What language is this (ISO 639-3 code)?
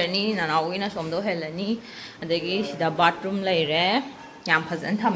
mni